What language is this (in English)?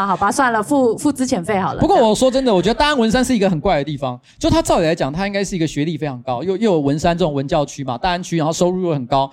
Chinese